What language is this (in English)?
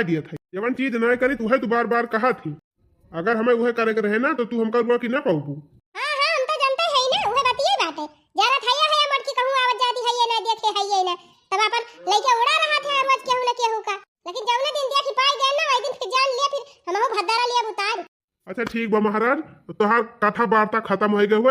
Awadhi